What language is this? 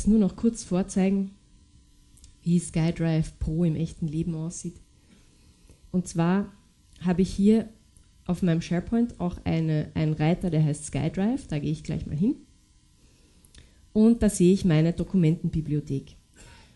German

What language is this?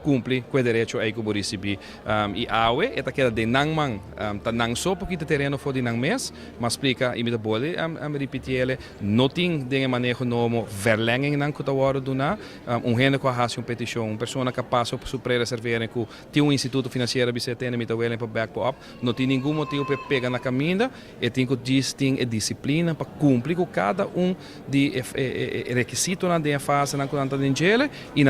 Papiamento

